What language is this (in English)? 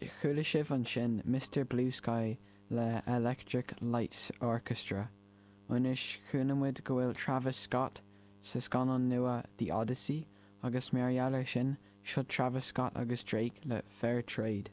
Irish